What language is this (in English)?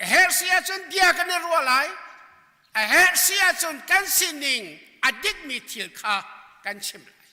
Hakha Chin